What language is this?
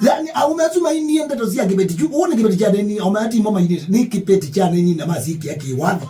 Kamba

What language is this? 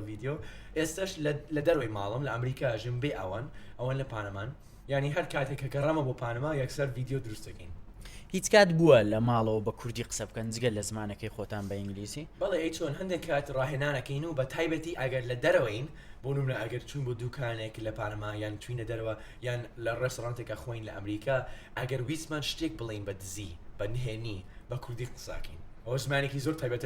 Central Kurdish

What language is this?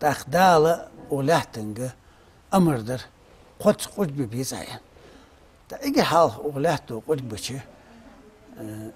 Ingush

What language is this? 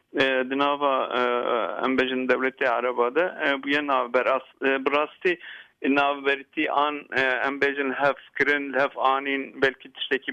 Kurdish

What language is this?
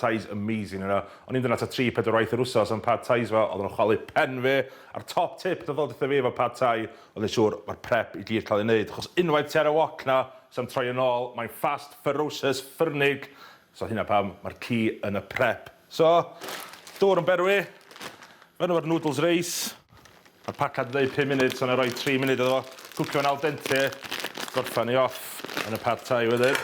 Welsh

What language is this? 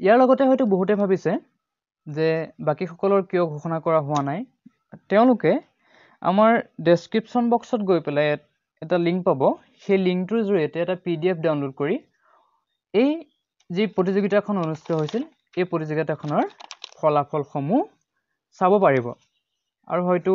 Assamese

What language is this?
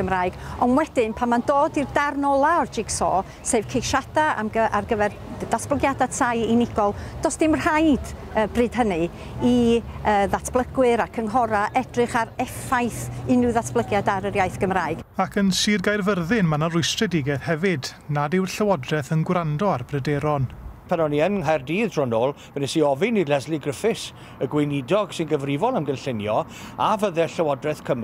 Welsh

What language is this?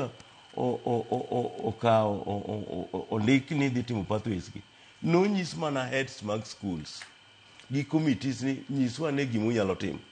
Luo (Kenya and Tanzania)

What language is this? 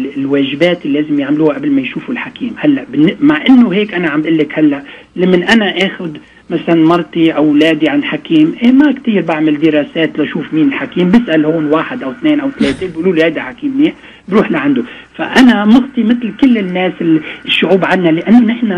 North Levantine Arabic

